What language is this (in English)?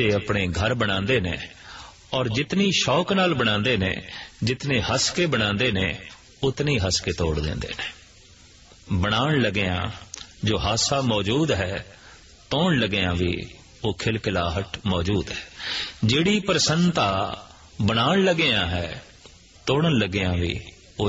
Punjabi